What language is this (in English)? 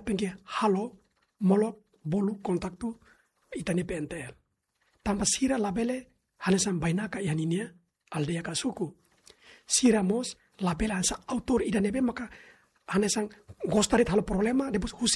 Tetum